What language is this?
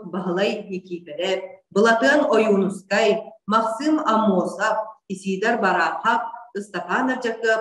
Yakut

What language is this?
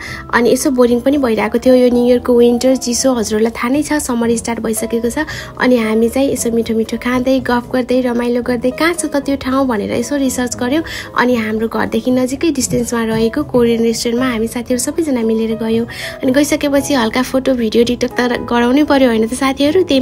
Nepali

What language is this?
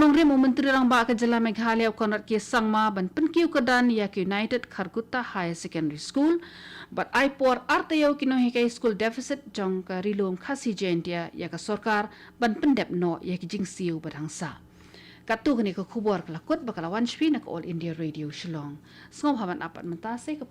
Khasi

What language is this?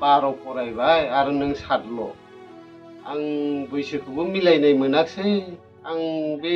Bodo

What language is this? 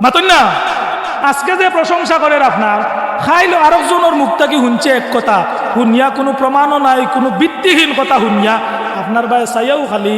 Sylheti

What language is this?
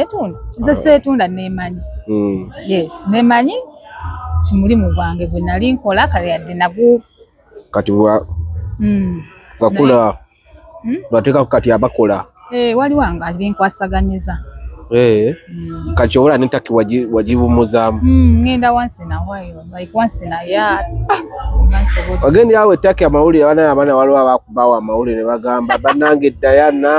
Ganda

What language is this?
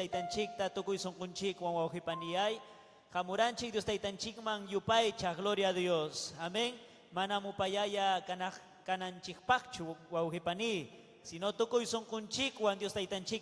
Ayacucho Quechua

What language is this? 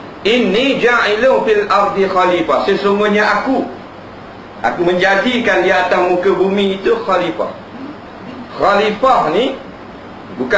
Malay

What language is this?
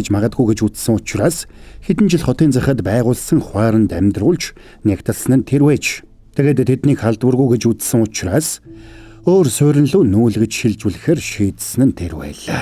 Mongolian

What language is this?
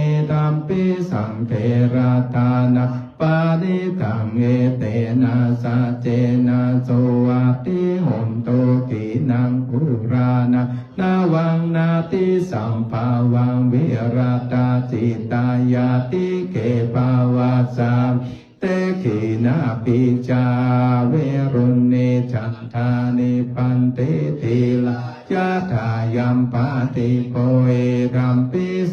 Pali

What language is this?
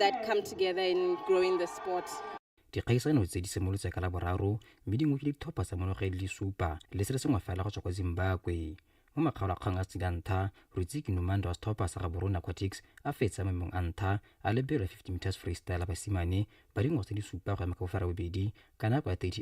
Tswana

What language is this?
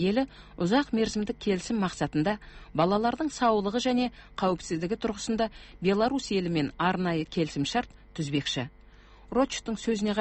Kazakh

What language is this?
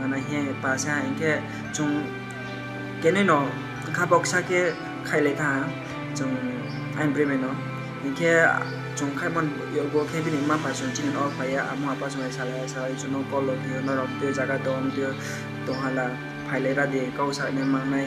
Kok Borok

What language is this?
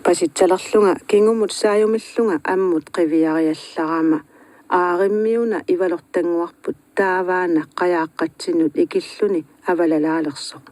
Kalaallisut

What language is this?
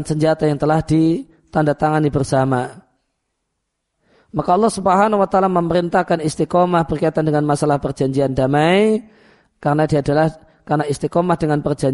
Indonesian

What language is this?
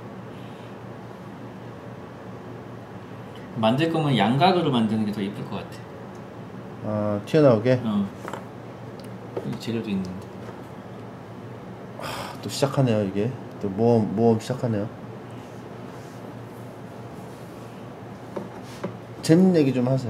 Korean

